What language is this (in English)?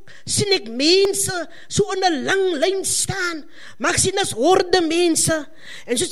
Afrikaans